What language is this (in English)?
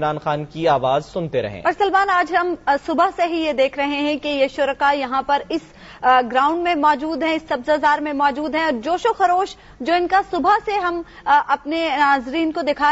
Urdu